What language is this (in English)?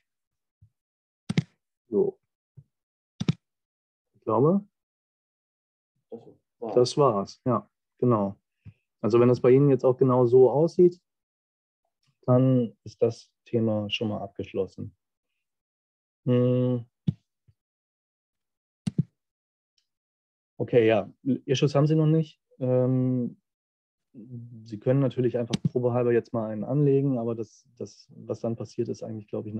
German